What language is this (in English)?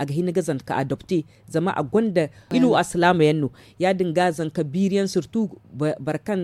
Zarma